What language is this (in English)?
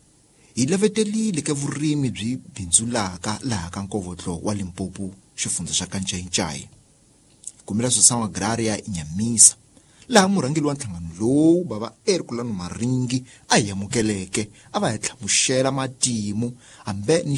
Tsonga